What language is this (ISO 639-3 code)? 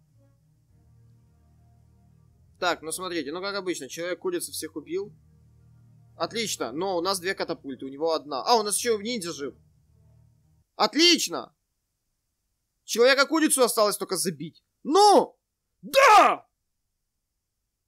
rus